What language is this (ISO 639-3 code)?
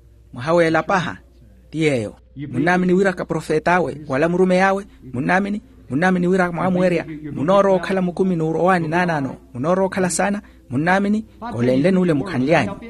vmw